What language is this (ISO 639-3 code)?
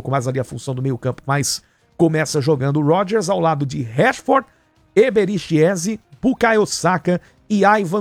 por